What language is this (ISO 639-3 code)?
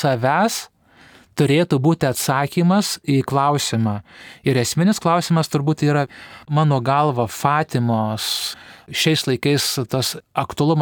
lit